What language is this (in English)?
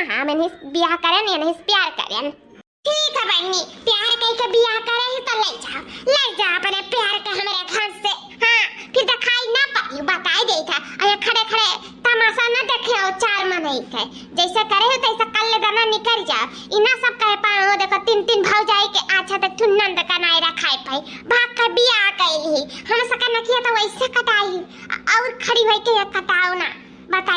Awadhi